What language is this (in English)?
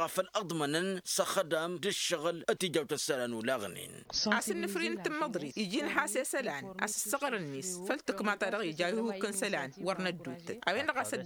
Tamasheq